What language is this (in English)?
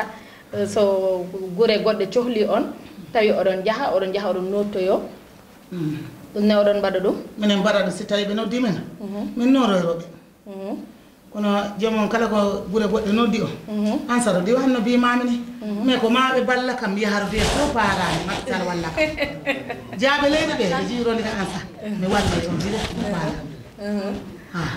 Fula